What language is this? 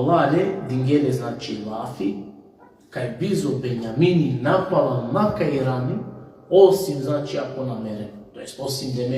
Balkan Romani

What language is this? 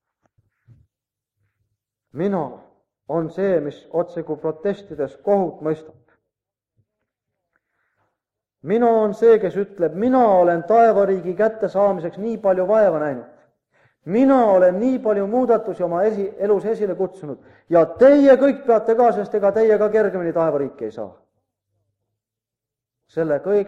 Estonian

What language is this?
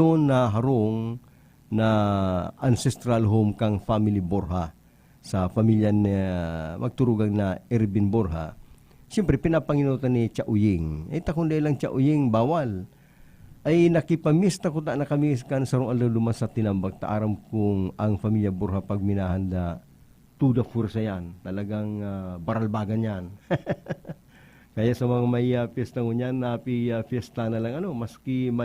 Bikol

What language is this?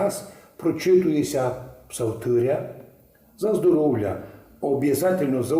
Rusyn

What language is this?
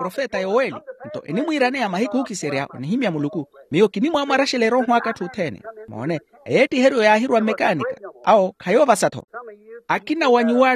Makhuwa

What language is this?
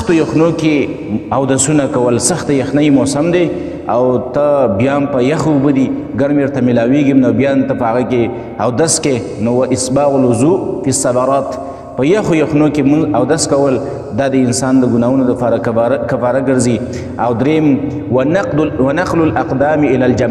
Pashto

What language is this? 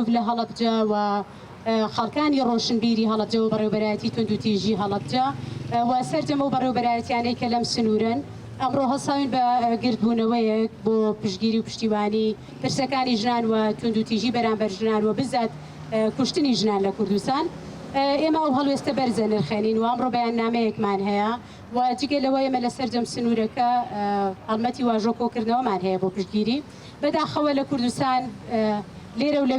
Central Kurdish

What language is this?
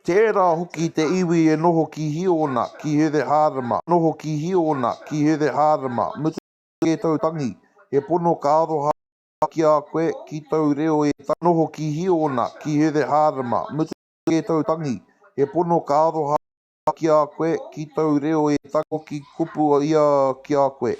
Māori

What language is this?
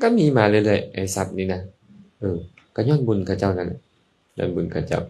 Lao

